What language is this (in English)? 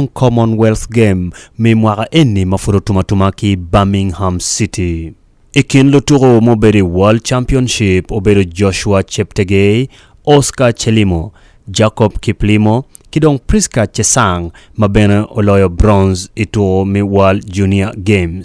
Acoli